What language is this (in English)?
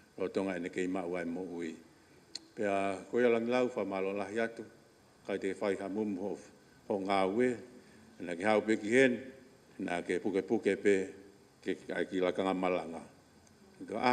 Tongan